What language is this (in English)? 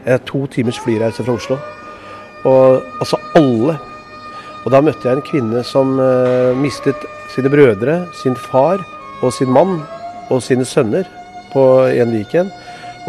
Norwegian